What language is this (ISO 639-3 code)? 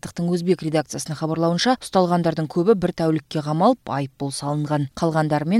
kir